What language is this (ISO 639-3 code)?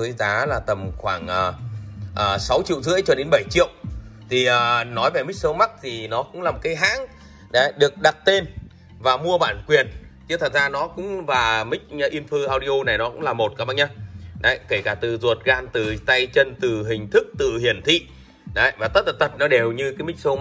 vie